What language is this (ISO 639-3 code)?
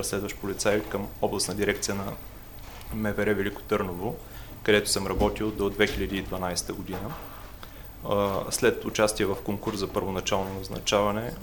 bul